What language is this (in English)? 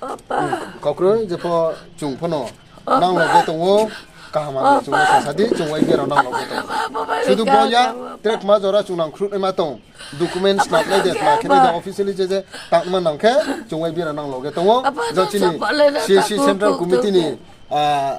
Riang (India)